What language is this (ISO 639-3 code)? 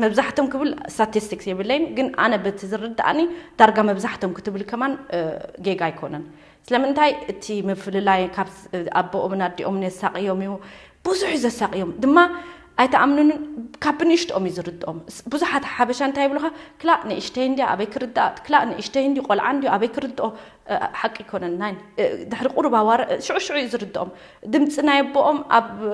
tir